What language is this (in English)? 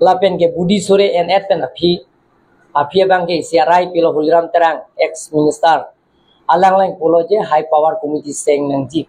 Karbi